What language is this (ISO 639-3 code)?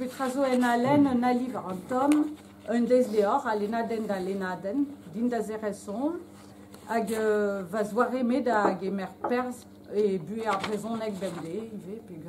bre